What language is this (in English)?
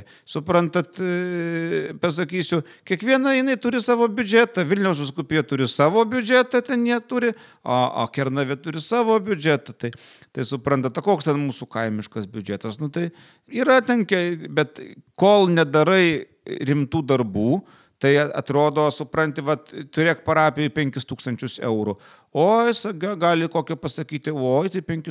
Lithuanian